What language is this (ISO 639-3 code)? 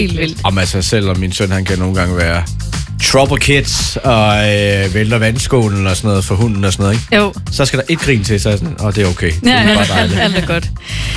dan